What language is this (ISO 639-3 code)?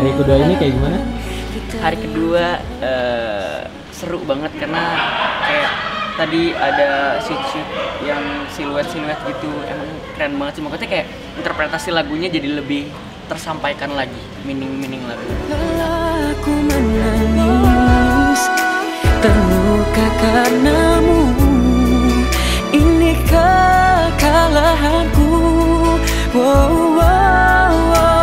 ind